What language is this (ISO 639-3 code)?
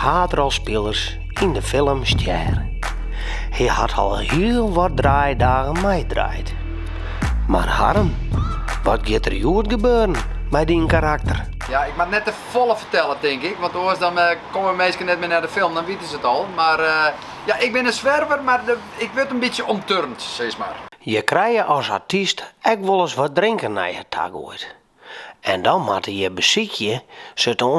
fry